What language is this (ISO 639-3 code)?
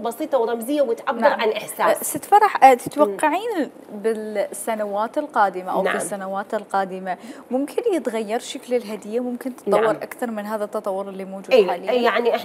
acm